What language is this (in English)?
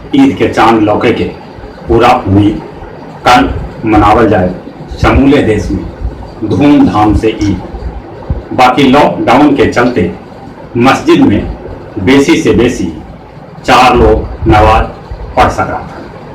Magahi